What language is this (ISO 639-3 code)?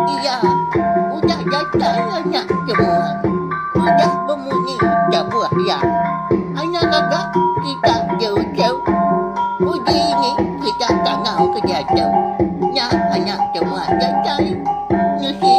iba